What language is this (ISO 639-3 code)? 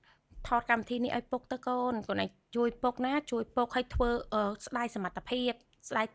khm